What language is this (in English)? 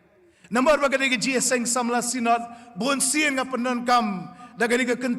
Khasi